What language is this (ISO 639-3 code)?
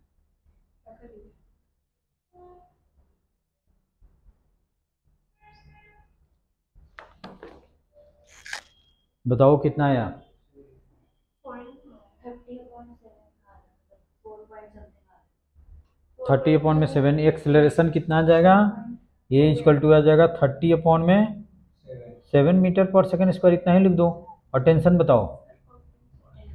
hin